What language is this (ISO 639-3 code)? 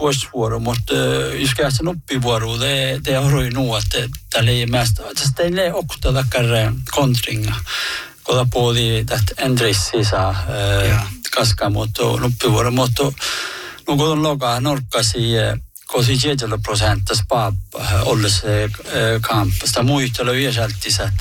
sme